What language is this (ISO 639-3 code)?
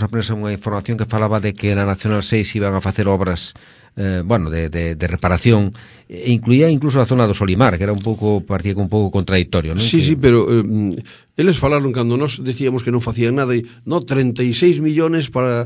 glg